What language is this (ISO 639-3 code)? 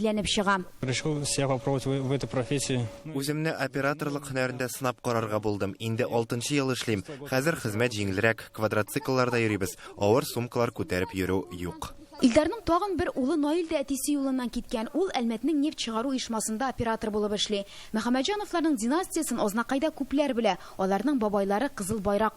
tat